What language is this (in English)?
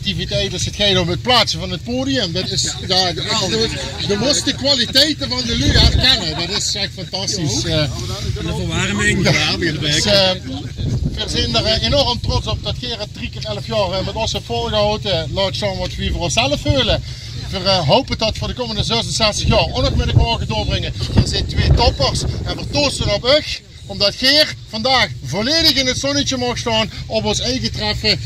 Limburgish